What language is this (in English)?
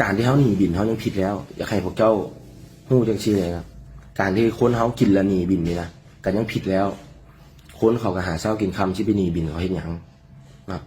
Lao